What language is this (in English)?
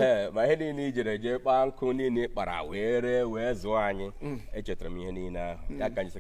Igbo